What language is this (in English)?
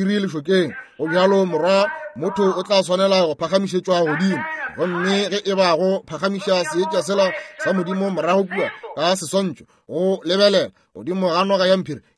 Northern Sotho